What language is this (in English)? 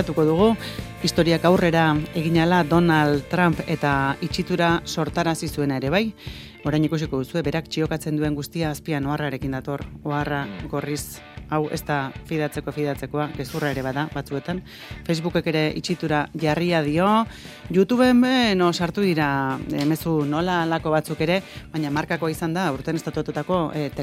Basque